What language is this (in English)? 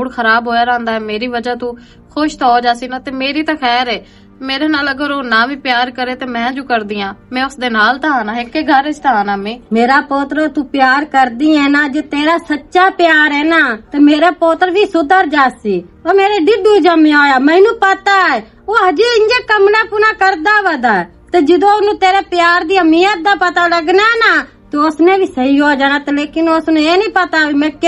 Western Panjabi